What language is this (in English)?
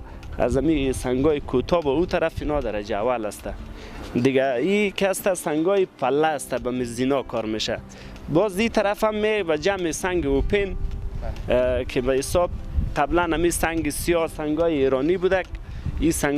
Persian